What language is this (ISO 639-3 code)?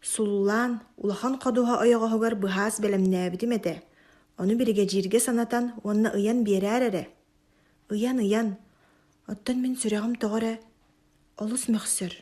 sah